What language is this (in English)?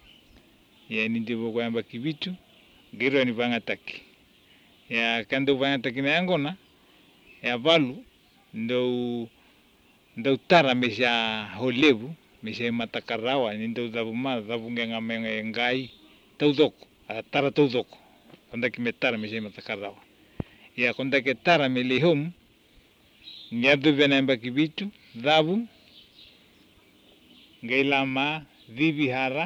Swahili